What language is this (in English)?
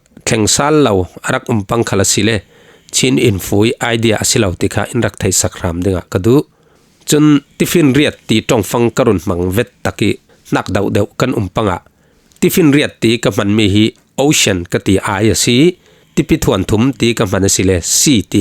Falam Chin